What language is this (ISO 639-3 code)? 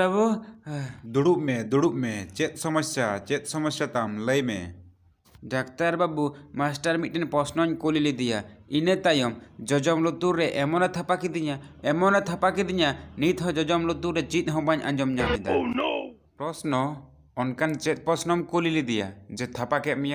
sat